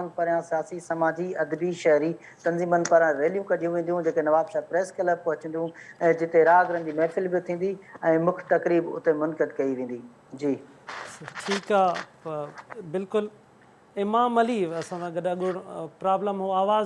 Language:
Sindhi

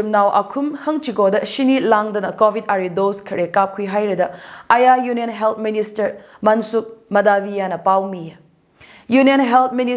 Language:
Tangkhul Naga (India)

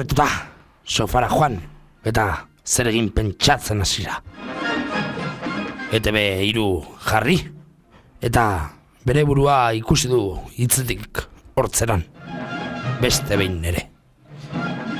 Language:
Basque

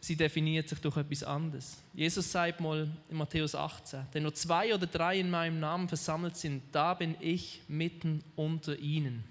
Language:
Swiss German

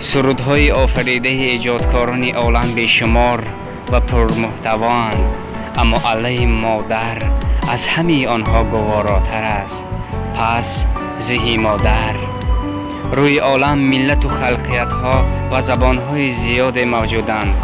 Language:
Tajik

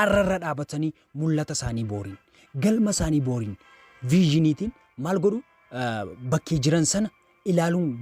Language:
Oromo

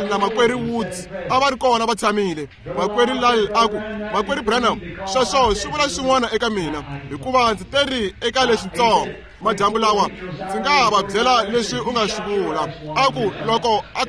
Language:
Tsonga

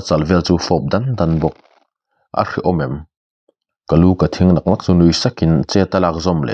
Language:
Mizo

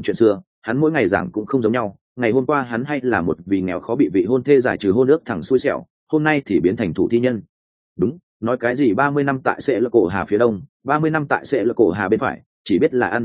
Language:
Vietnamese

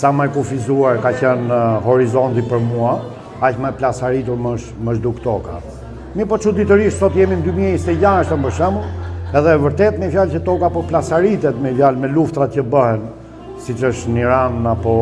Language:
Albanian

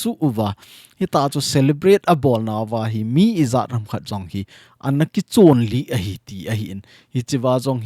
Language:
Thado Chin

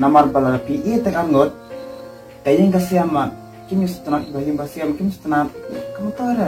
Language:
Khasi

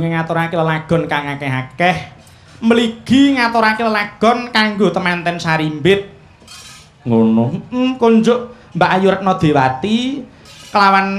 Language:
Javanese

